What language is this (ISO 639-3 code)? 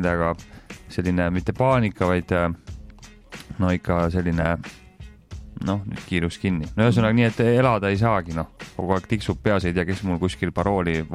est